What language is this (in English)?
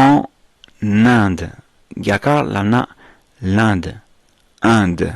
Tibetan